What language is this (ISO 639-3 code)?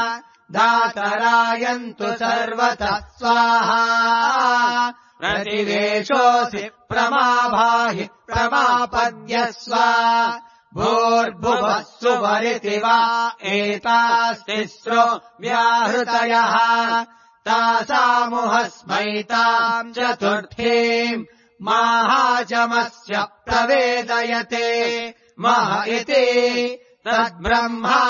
san